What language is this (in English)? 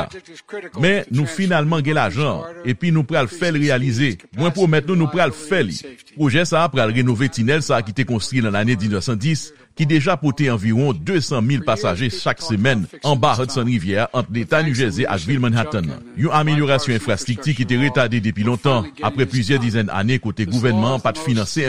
Haitian Creole